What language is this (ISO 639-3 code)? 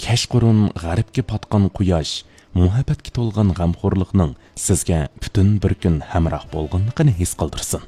uig